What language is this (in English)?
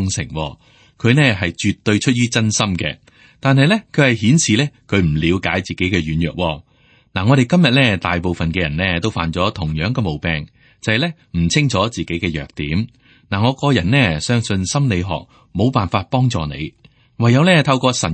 Cantonese